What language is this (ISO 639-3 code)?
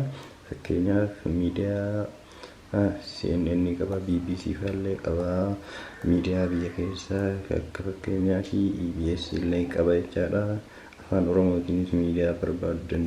orm